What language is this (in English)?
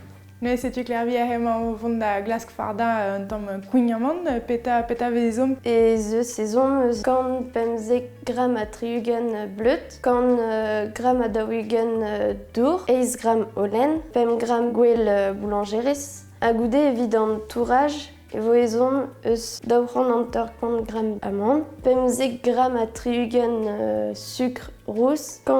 Breton